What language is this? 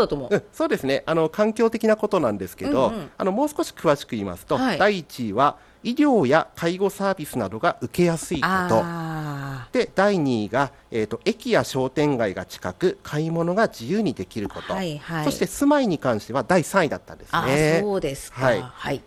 Japanese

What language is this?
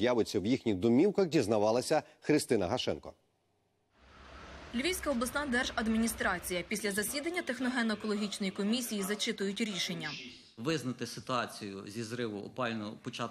Ukrainian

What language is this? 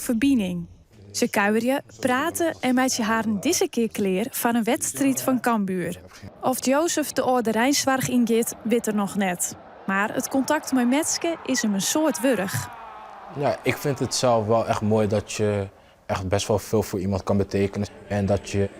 Western Frisian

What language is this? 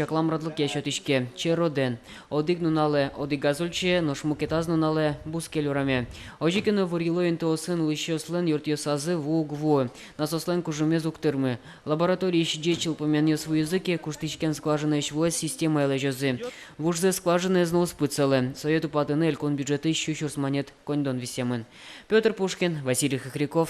Udmurt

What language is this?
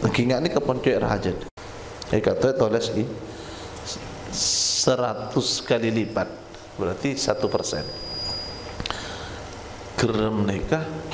Madurese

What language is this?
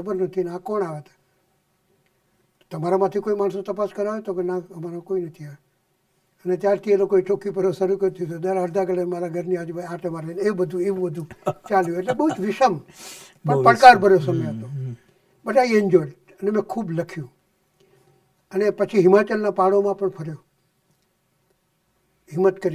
Gujarati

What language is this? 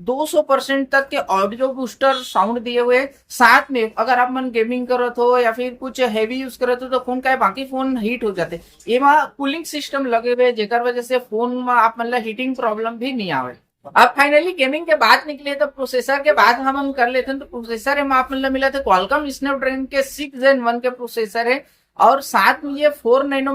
Chhattisgarhi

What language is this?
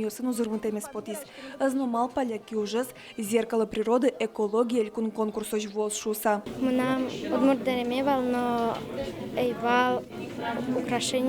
Udmurt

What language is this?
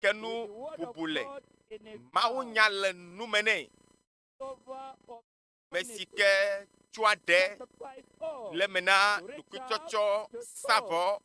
Ewe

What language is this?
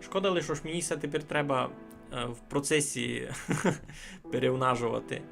Rusyn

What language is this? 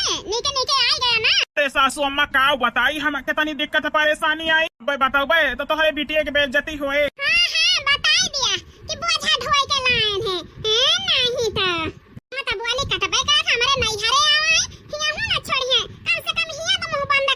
Awadhi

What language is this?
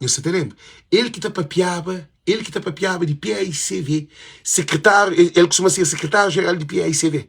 Kabuverdianu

